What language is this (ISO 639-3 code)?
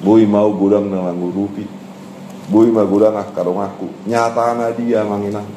bbc